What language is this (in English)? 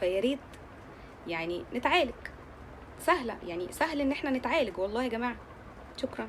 Egyptian Arabic